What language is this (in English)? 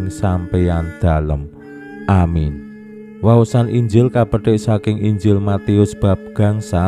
Javanese